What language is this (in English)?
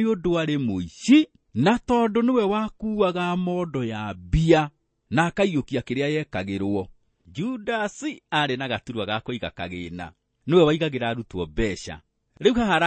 Kikuyu